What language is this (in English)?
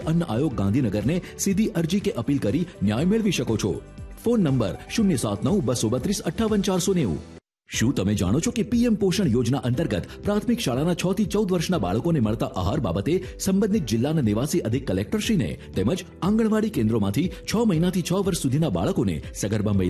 Gujarati